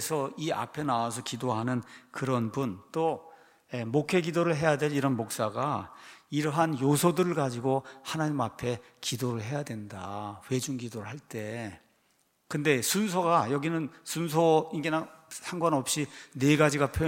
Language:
Korean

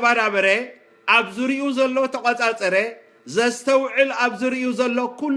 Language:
Tigrinya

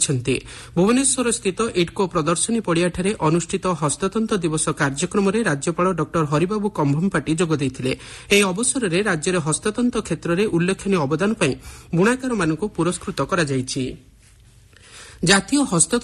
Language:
Odia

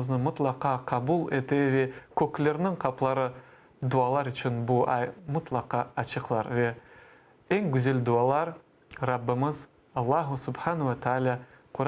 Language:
Crimean Tatar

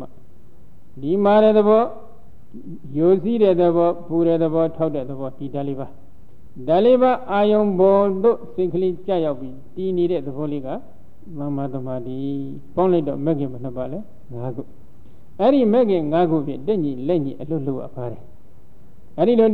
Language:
Burmese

